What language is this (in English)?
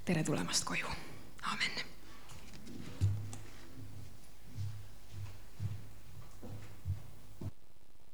Estonian